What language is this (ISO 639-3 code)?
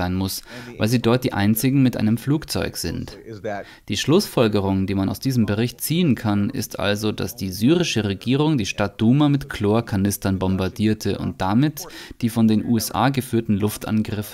deu